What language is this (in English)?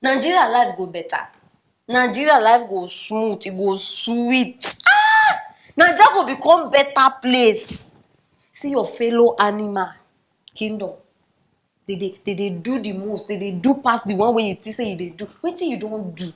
Nigerian Pidgin